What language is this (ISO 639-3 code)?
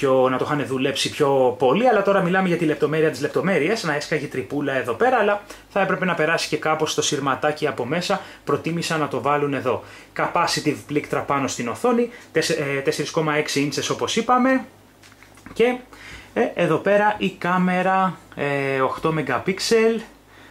ell